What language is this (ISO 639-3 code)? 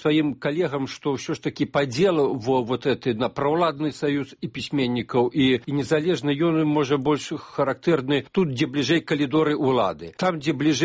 bel